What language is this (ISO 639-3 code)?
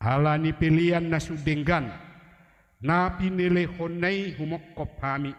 bbc